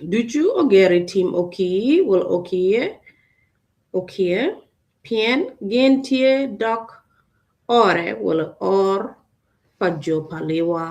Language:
Acoli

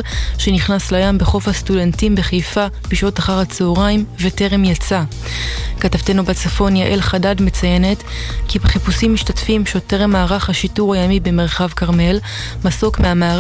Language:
Hebrew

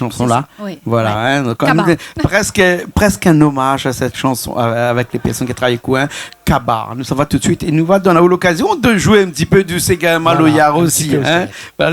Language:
Réunion Creole French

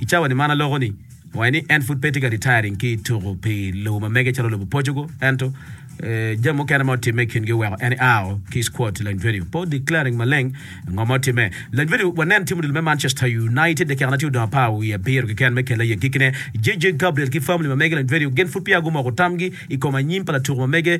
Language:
Acoli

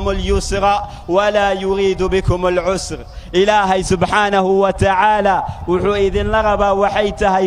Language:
Somali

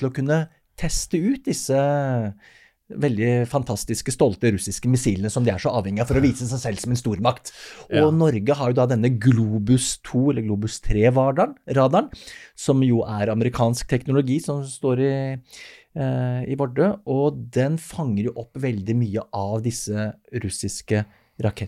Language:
Norwegian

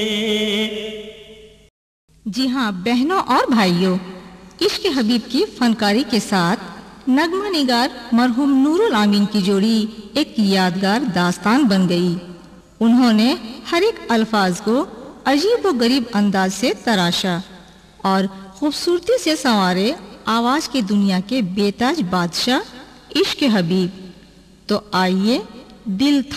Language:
Bangla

